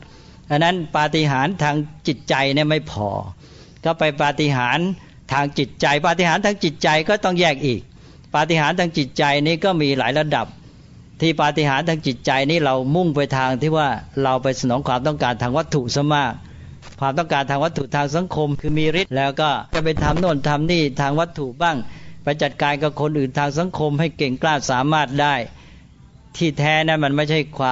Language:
Thai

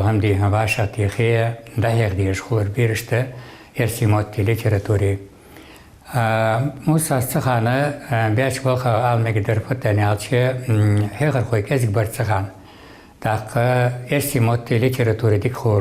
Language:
Ingush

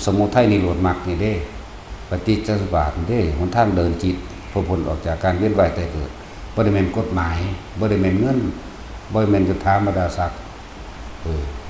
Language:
Northeastern Thai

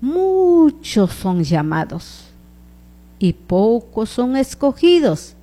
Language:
Chimborazo Highland Quichua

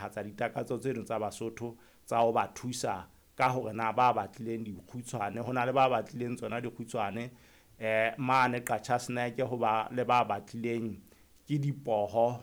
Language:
Southern Sotho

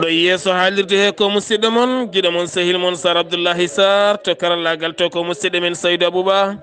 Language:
Fula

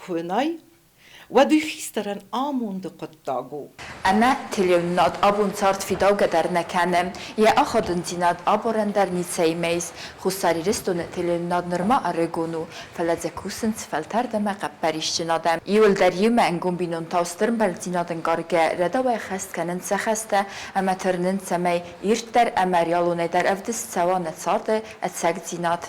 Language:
Ossetic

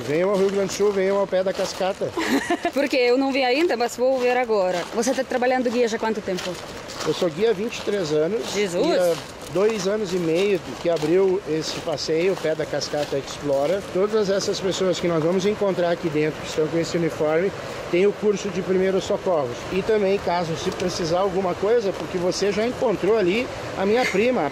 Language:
Portuguese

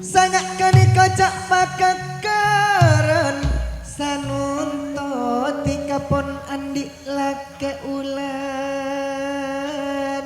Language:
Madurese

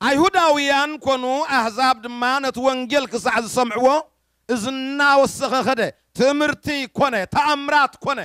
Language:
Tigrinya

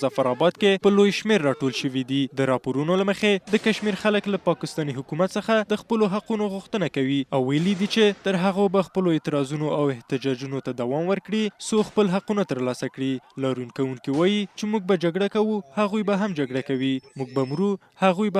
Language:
Pashto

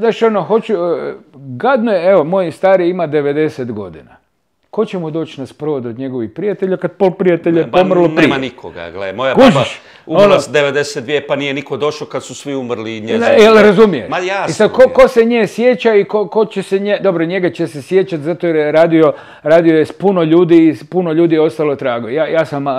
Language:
Croatian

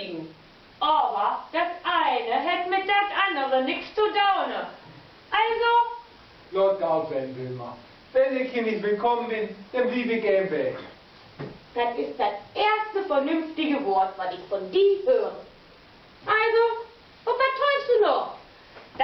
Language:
Low German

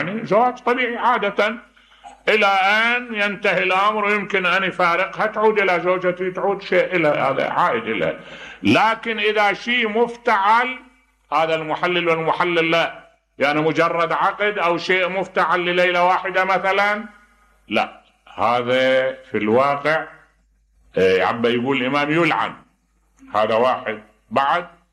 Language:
Mesopotamian Arabic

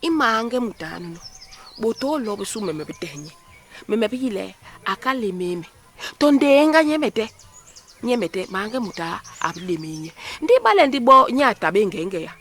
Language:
Basaa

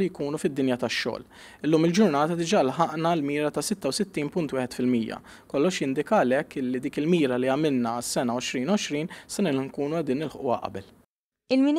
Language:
Maltese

